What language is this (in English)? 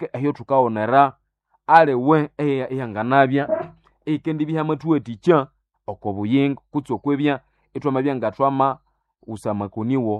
Nande